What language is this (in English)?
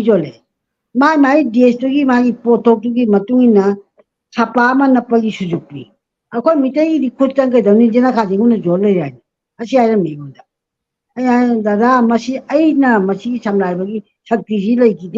Manipuri